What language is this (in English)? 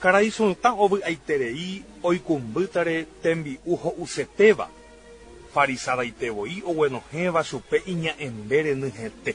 Guarani